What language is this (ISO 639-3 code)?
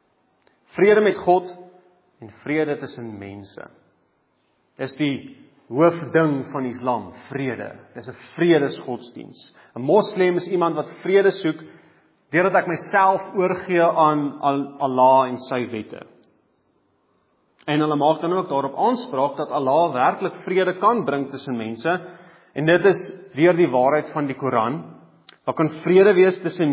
afr